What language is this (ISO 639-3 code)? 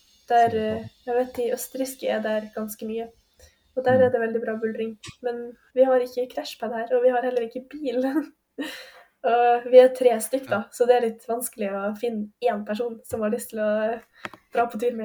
nor